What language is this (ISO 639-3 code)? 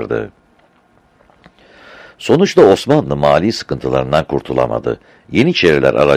tur